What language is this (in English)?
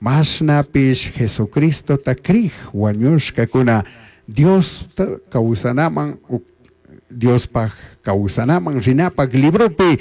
Chimborazo Highland Quichua